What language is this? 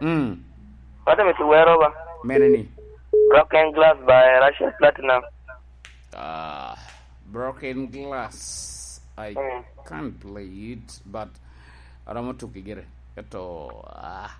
Lango (Uganda)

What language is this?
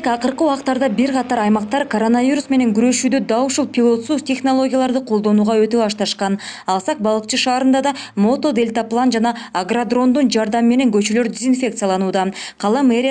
Kyrgyz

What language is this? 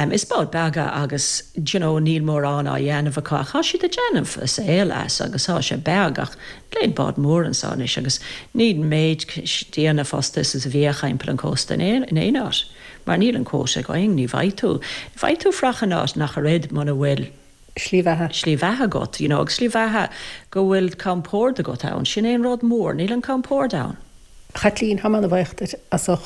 Irish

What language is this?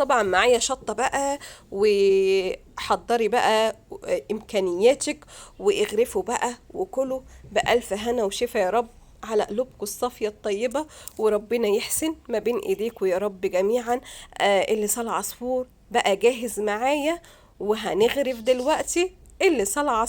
Egyptian Arabic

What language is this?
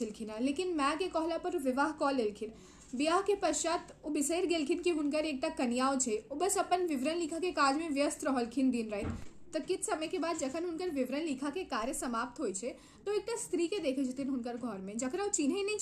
Maithili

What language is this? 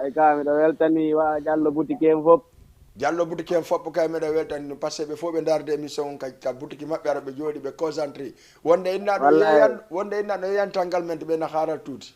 Fula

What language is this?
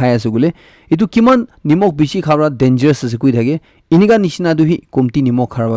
Naga Pidgin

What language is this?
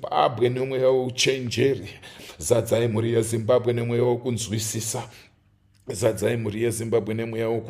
Shona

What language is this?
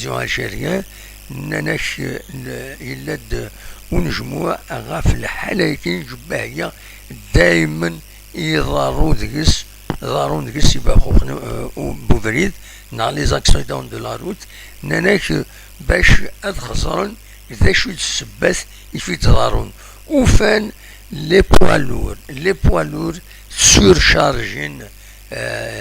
Kabyle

